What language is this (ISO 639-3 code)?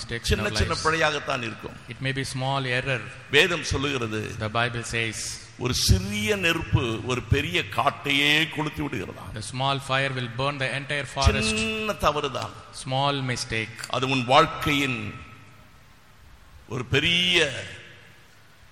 tam